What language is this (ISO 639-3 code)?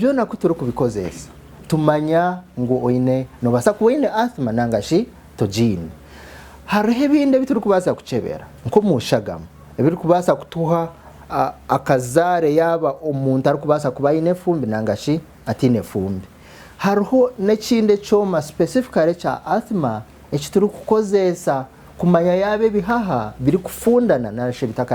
nyn